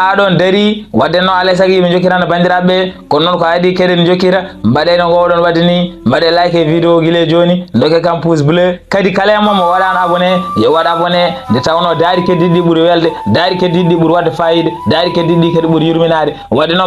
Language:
Fula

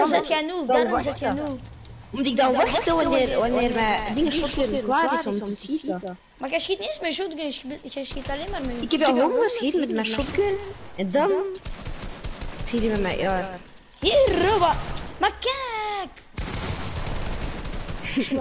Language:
Dutch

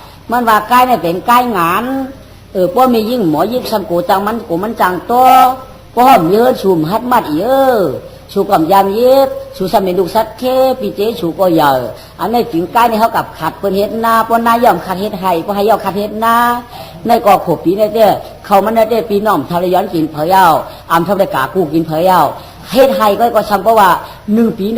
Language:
Shan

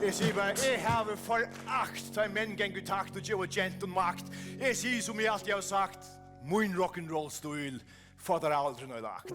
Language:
Faroese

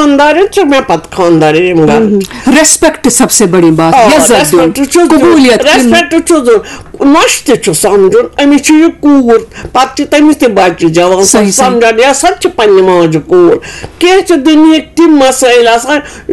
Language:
Kashmiri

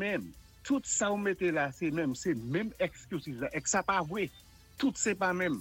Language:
Saint Lucian Creole French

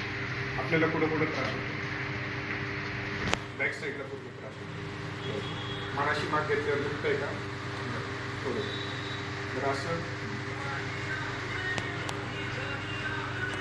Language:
Marathi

